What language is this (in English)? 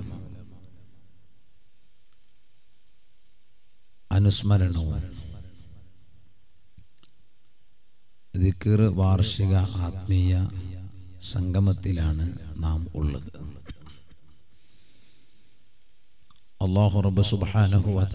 Malayalam